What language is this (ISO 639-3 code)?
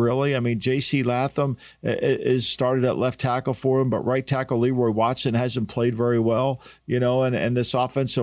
eng